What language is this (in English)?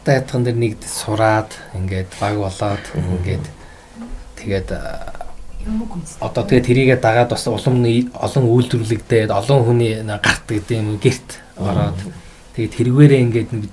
Mongolian